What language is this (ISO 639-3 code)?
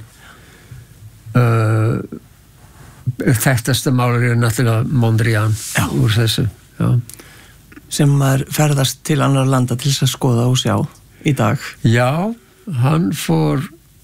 isl